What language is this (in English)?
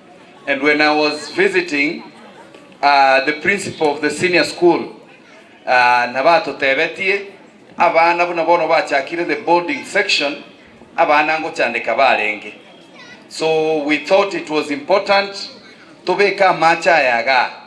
Gusii